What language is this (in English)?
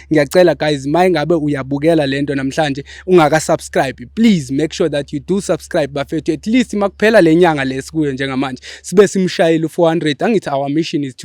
Zulu